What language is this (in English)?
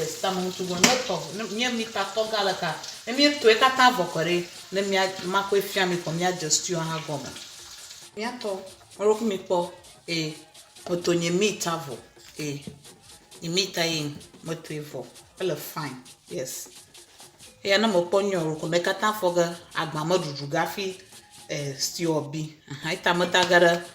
Ewe